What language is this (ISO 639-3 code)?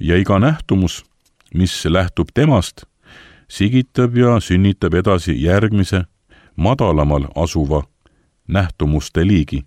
est